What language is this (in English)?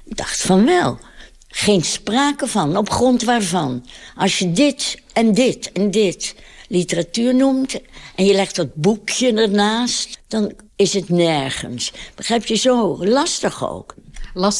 Dutch